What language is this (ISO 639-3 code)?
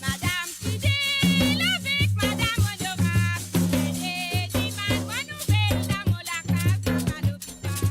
mfe